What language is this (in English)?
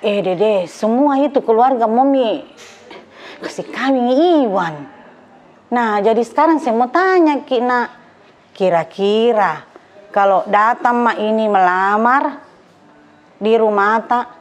Makassar Malay